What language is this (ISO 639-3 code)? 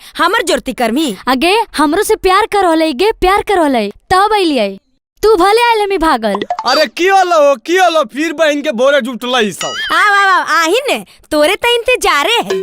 mag